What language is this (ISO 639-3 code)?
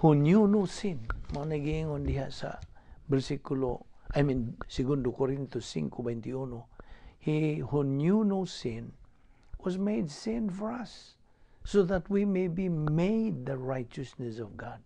ceb